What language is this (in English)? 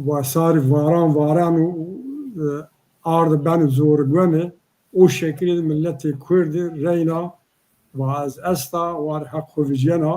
Zaza